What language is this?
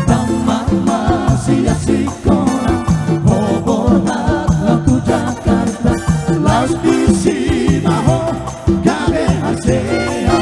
Batak Toba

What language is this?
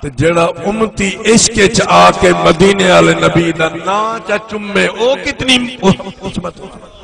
Saraiki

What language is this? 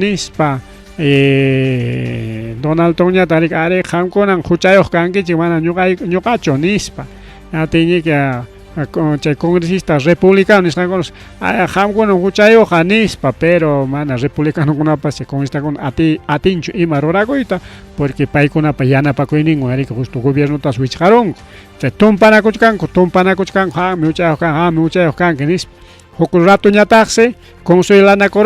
Ayacucho Quechua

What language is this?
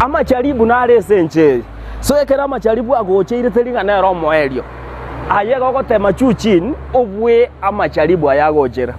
Gusii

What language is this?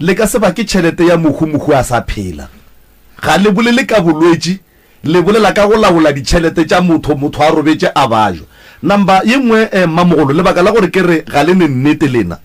Northern Sotho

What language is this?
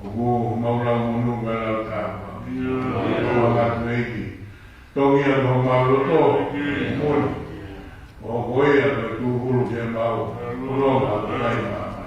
Tongan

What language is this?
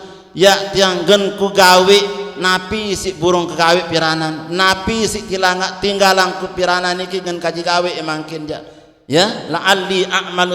Sasak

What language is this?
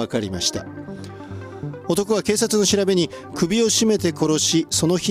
Japanese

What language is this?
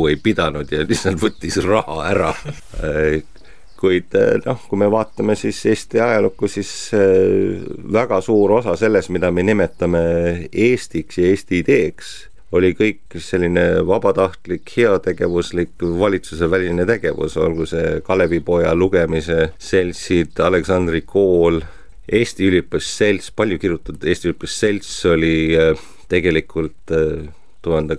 Estonian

